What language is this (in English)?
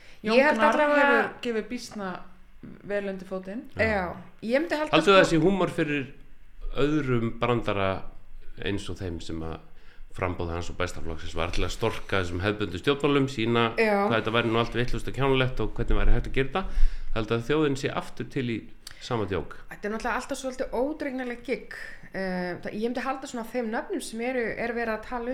Icelandic